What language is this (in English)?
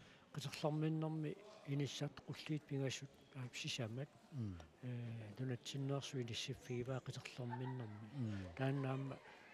Kalaallisut